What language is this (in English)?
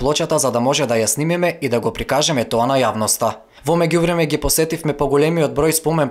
Macedonian